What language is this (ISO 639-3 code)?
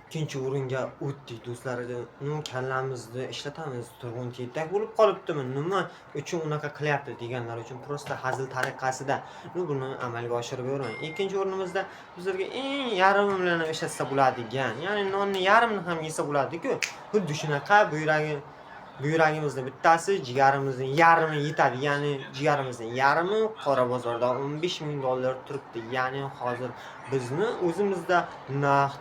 uzb